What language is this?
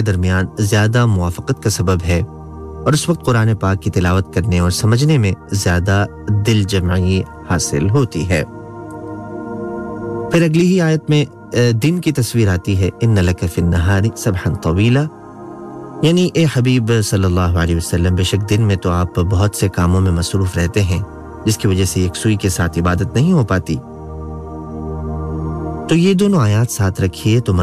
Urdu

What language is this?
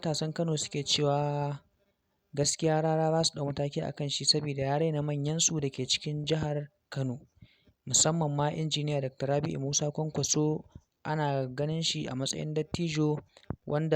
Hausa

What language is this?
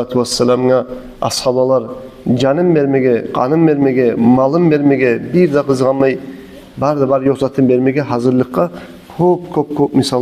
Kumyk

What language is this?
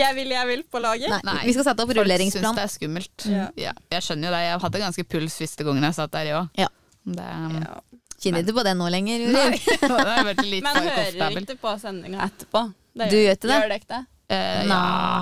Norwegian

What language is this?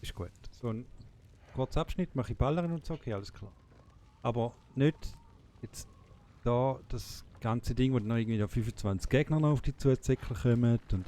Swiss German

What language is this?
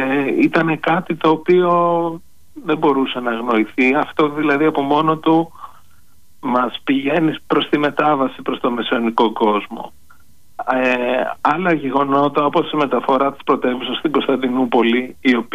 Greek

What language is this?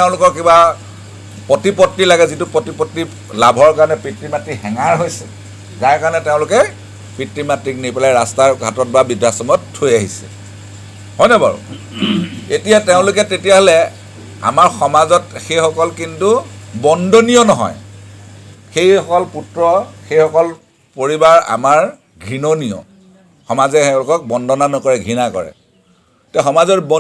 Assamese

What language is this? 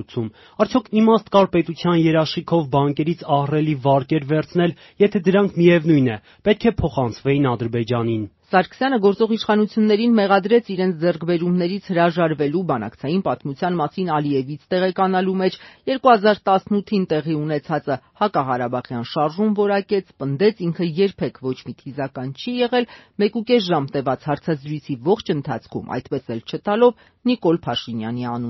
Armenian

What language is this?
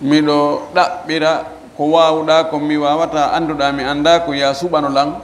Fula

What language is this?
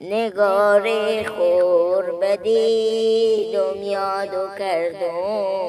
Persian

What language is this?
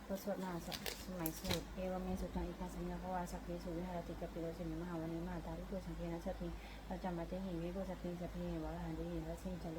Pali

